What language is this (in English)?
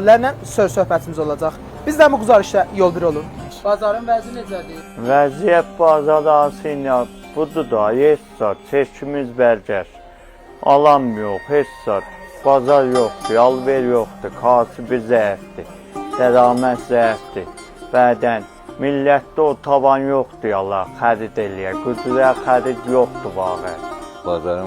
South Azerbaijani